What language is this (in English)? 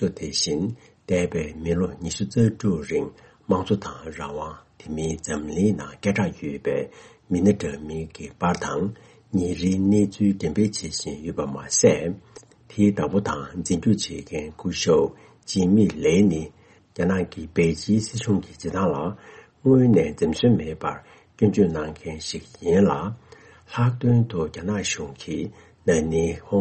Tibetan